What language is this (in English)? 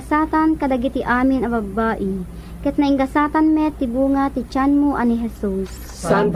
Iloko